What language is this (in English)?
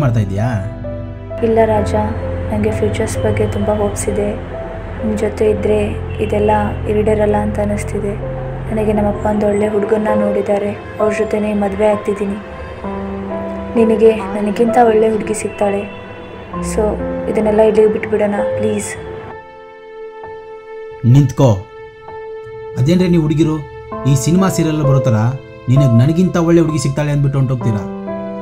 Kannada